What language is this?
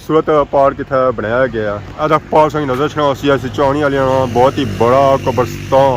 Pahari-Potwari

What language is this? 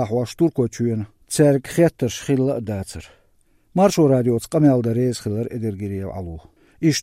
Chechen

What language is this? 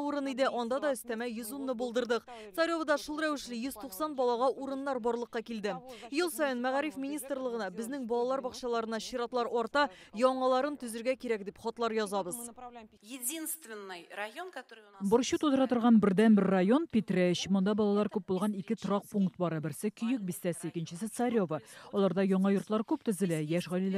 Tatar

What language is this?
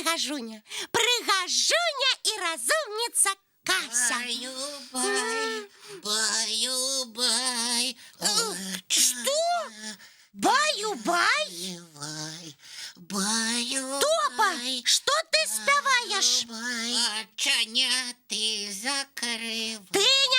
Belarusian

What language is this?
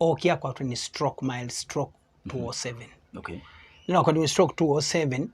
Kamba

